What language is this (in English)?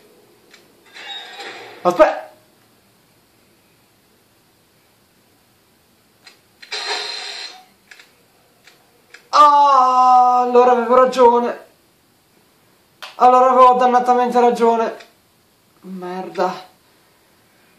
Italian